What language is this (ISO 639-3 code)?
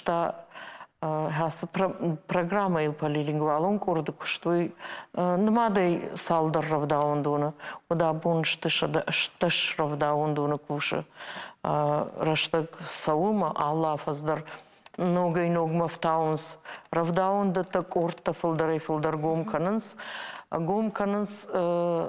oss